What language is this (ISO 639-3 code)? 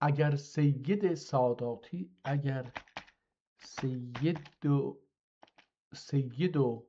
azb